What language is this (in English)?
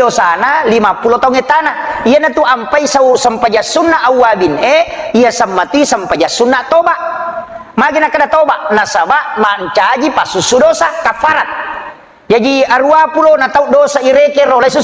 Buginese